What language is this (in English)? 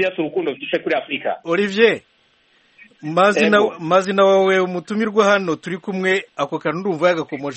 Kinyarwanda